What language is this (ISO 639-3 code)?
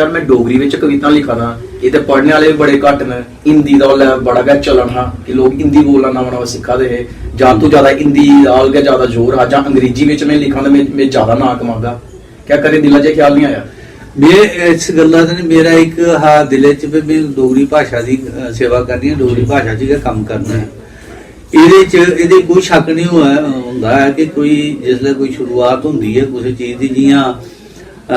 doi